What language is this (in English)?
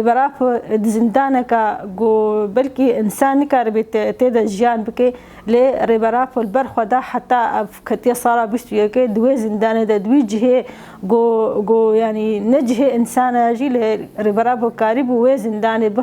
Kurdish